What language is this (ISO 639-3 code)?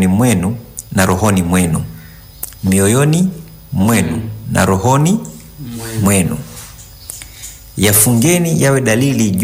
swa